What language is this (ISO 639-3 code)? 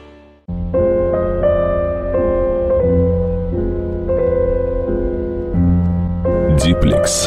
rus